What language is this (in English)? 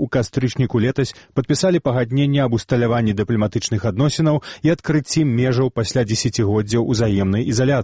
Belarusian